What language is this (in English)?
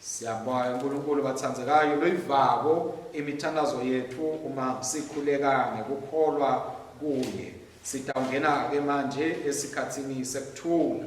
Swati